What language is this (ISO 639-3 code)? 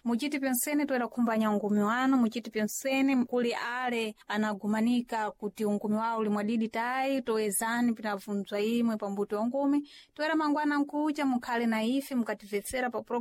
seh